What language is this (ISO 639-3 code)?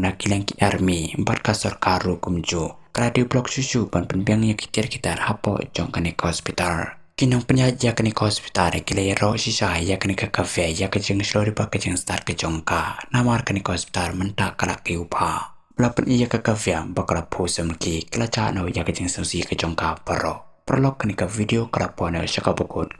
kha